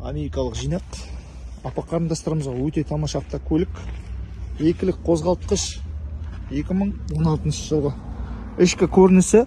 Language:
Kazakh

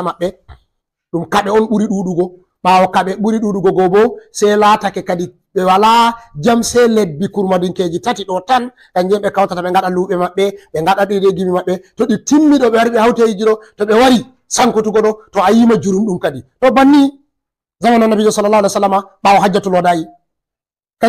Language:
Fula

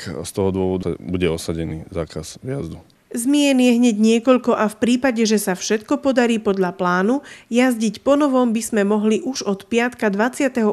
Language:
Slovak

